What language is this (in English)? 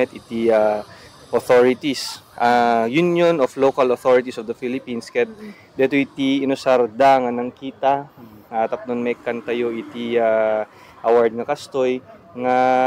Iloko